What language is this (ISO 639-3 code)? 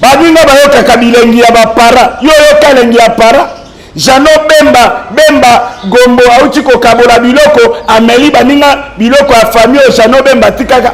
lin